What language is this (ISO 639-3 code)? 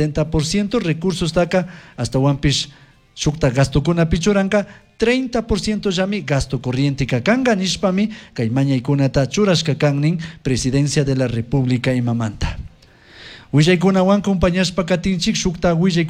qug